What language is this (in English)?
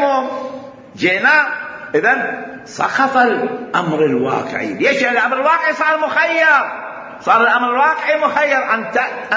Mesopotamian Arabic